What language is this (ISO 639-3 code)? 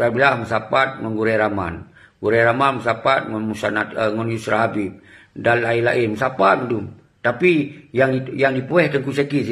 ace